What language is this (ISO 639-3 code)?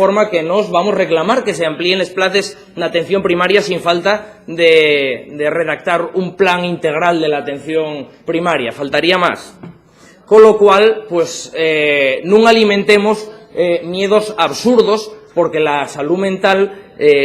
ast